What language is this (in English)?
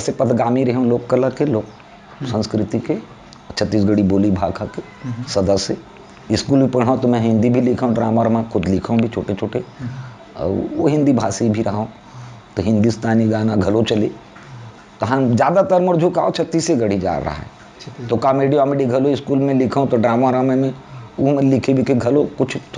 Chhattisgarhi